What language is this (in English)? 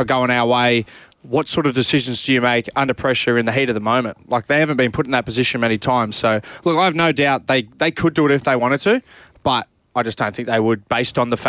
English